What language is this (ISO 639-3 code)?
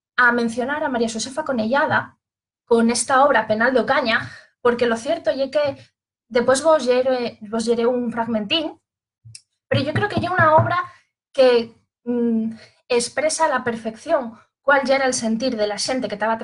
ast